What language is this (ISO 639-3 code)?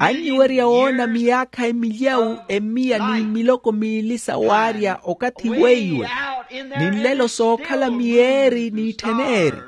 vmw